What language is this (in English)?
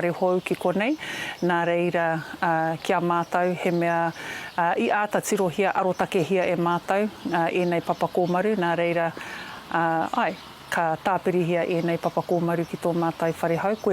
Māori